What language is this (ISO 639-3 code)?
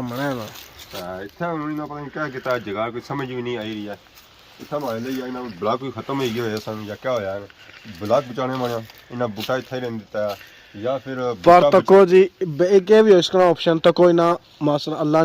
phr